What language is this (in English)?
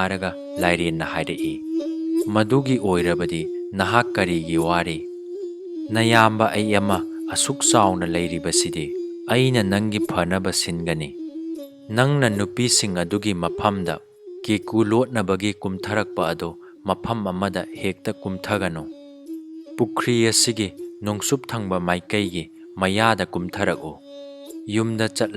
Manipuri